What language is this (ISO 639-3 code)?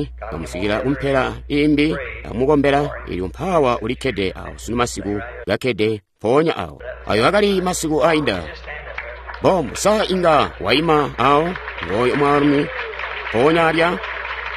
toi